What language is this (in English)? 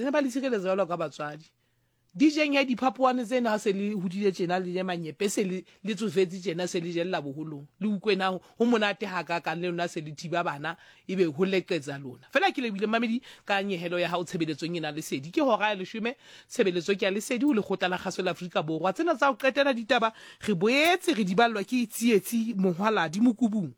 Southern Sotho